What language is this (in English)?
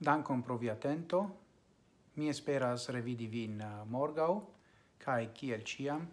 Esperanto